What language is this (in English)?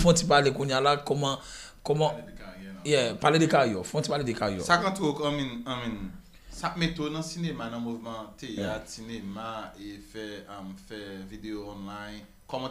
Haitian Creole